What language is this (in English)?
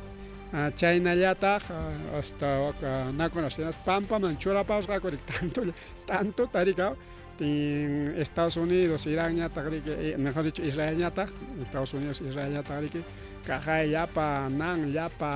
Ayacucho Quechua